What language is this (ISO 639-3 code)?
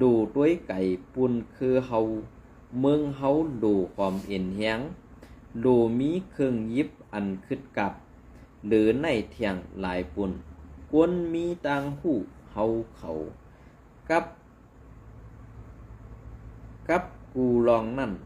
shn